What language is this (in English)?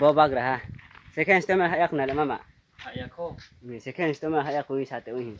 Riang (India)